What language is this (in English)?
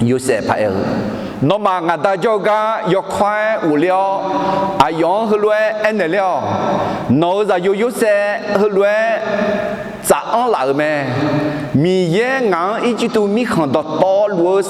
Akha